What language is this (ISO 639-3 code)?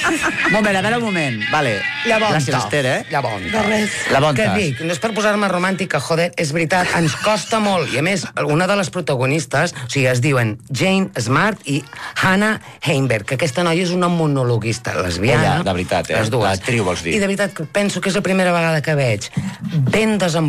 cat